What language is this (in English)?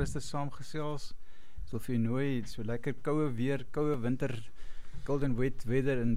Afrikaans